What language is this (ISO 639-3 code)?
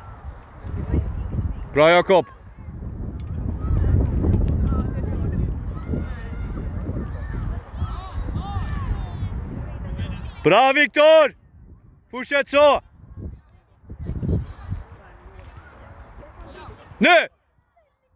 swe